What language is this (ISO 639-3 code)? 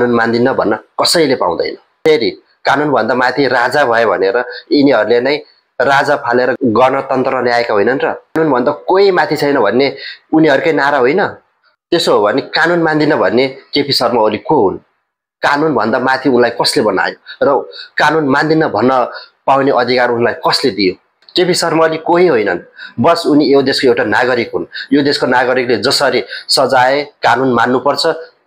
nep